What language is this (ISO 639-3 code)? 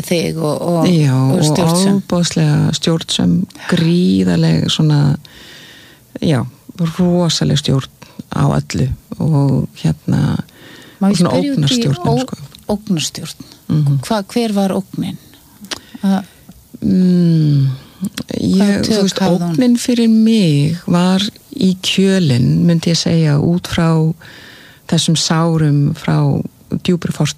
isl